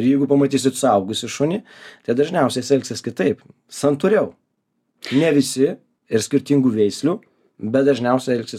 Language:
Lithuanian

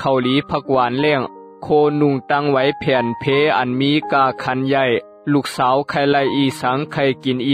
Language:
Shan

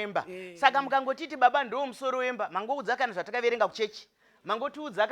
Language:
Shona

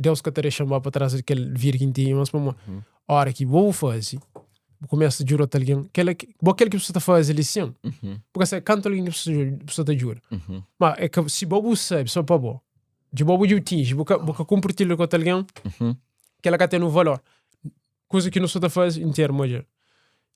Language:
Kabuverdianu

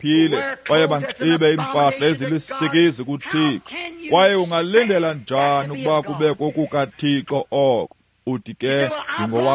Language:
Xhosa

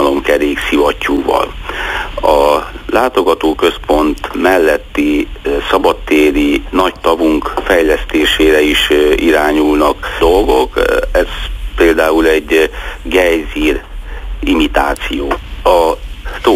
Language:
Hungarian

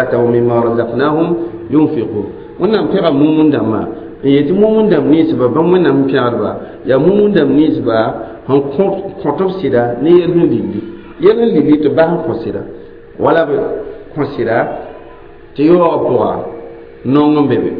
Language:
Mossi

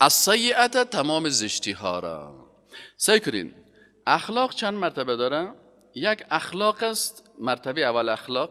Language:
Persian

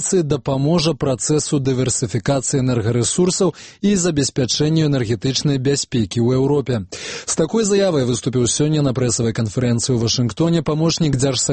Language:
Belarusian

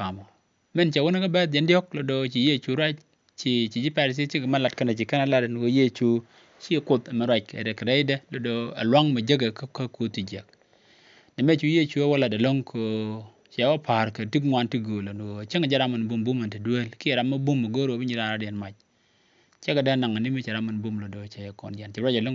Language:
Nuer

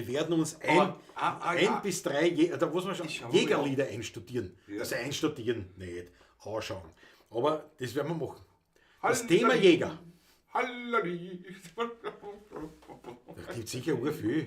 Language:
Bavarian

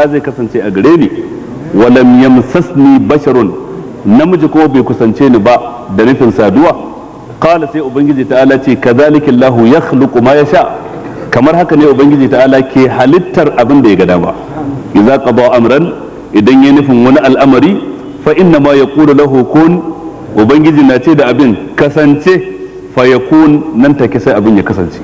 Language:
Hausa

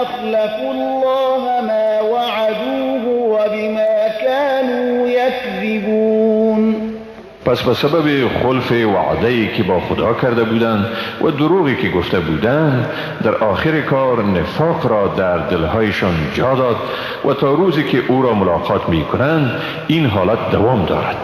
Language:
Persian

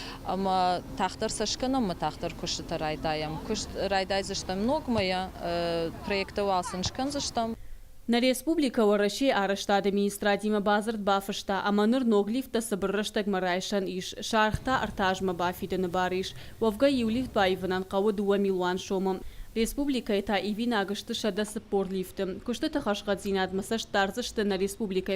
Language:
Ossetic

